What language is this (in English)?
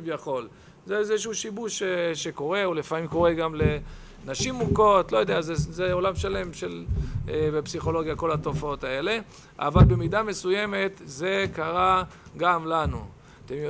Hebrew